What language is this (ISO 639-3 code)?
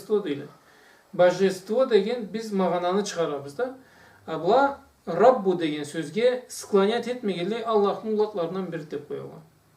krc